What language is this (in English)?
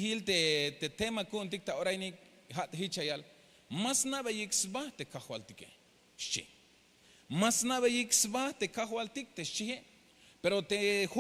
Tzeltal